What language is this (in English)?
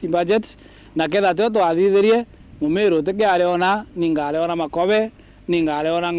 Meru